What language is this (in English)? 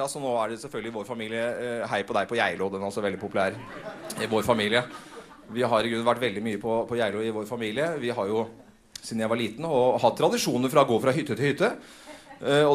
Norwegian